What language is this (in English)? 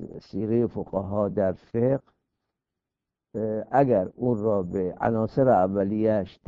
Persian